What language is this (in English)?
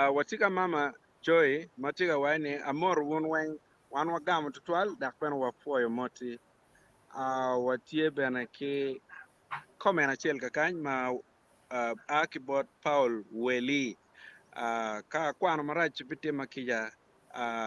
Acoli